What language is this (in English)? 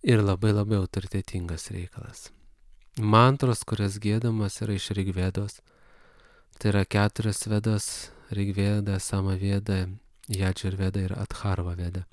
Lithuanian